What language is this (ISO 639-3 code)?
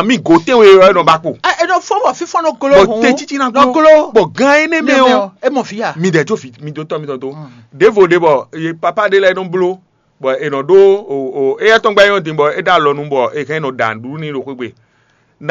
fon